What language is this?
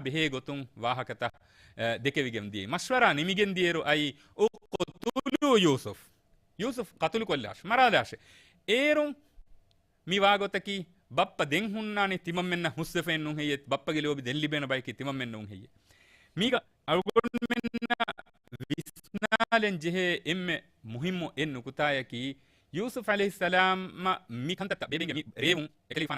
Divehi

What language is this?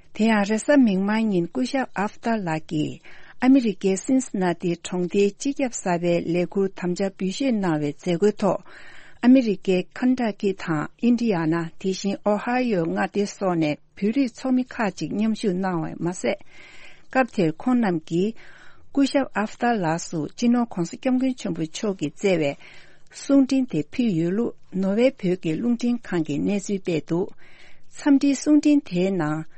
Tibetan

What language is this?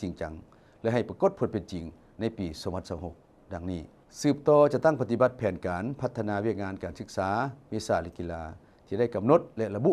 Lao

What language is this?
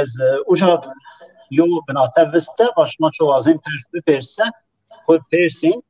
Zaza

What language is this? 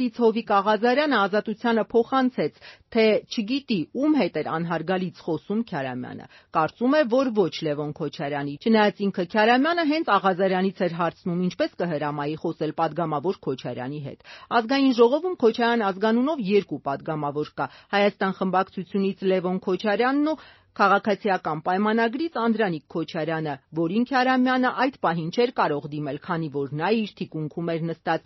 Armenian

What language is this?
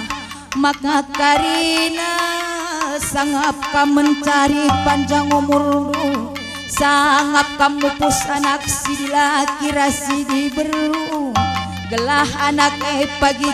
Batak Karo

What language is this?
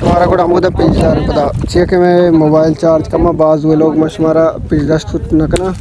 Baluchi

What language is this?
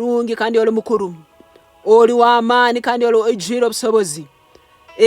Nyoro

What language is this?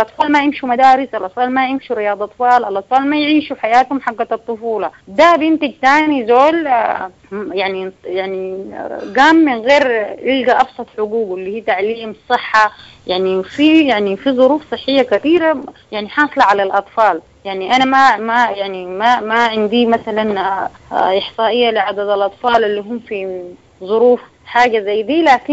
Sudanese Arabic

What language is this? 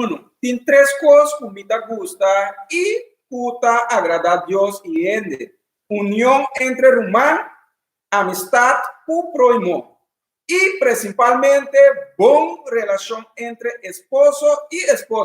Papiamento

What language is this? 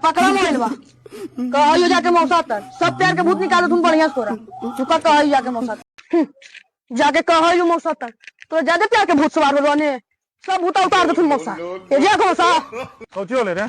Magahi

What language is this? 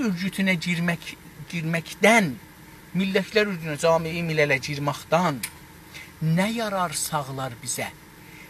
South Azerbaijani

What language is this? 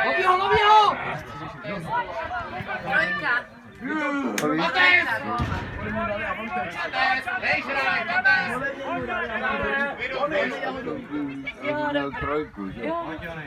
Czech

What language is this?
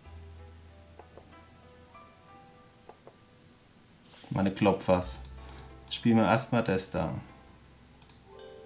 German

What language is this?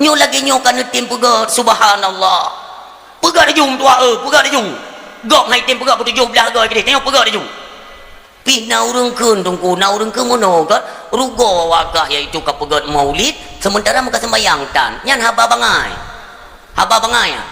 Achinese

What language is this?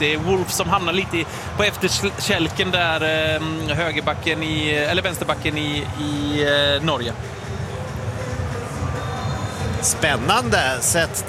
Swedish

